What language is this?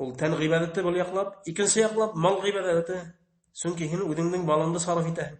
Bashkir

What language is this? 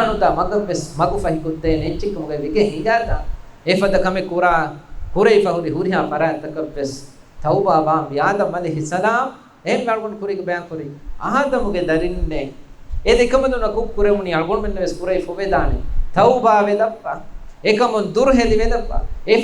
Divehi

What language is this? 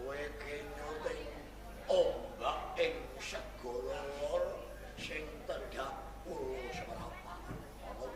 Javanese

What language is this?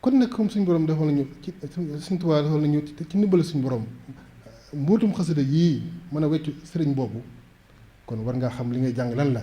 Wolof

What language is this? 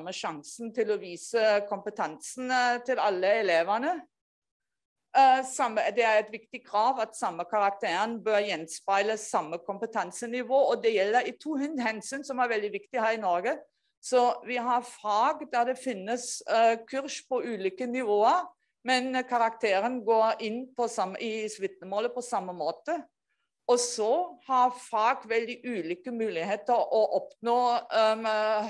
Norwegian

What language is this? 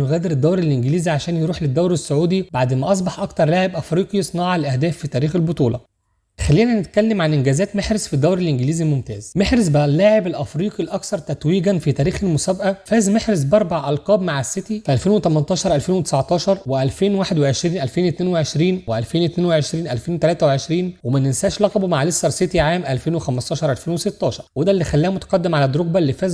Egyptian Arabic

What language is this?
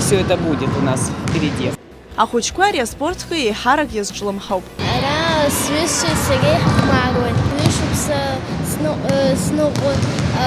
Abkhazian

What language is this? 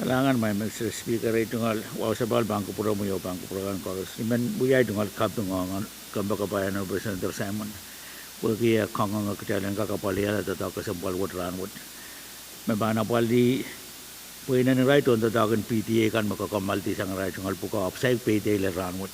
Pohnpeian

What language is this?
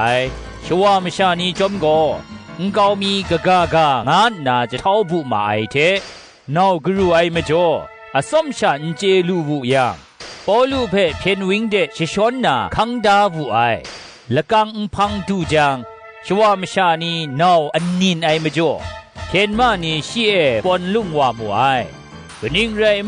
Kachin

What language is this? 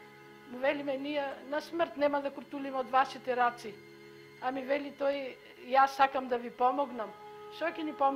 Macedonian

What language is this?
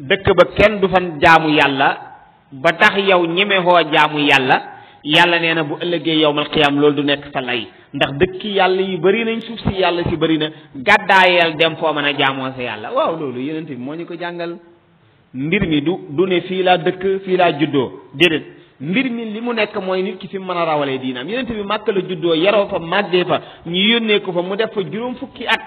Wolof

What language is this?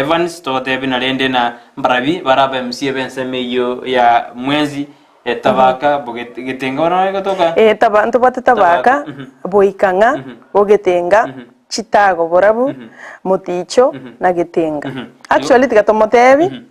Gusii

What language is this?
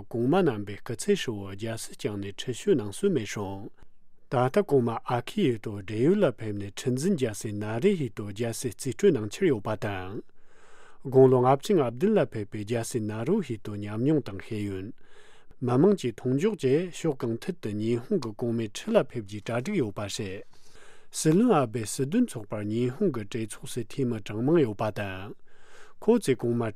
Tibetan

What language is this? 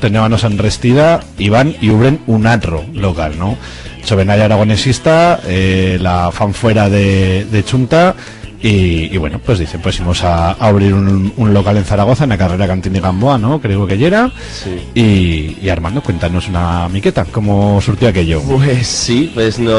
Aragonese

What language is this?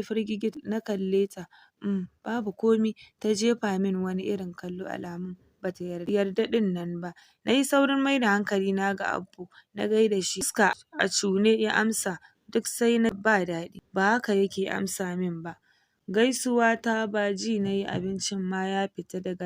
Hausa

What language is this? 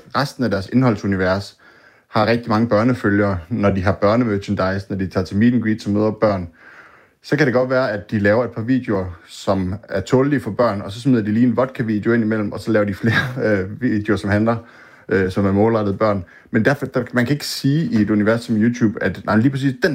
Danish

